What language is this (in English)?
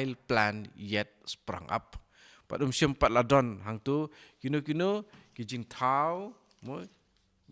Khasi